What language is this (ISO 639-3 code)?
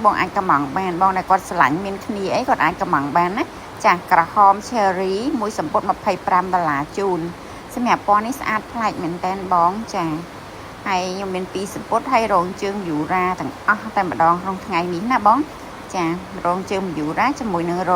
khm